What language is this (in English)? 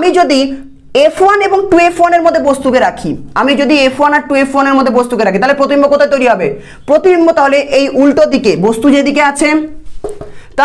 Bangla